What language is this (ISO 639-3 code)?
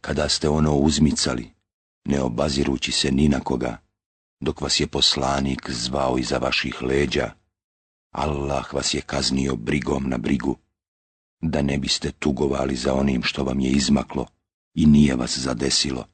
bos